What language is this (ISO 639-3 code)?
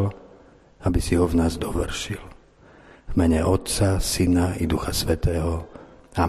slk